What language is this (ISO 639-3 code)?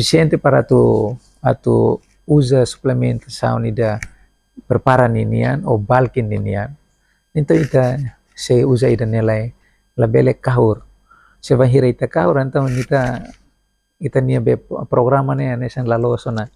tet